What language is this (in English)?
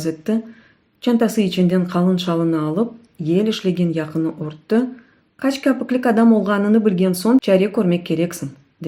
Crimean Tatar